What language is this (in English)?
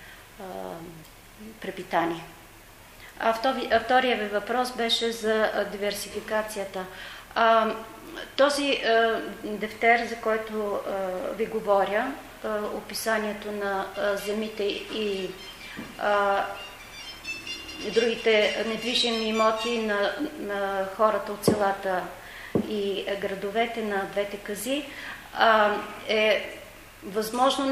Bulgarian